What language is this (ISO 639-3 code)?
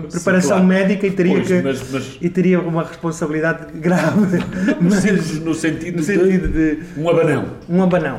por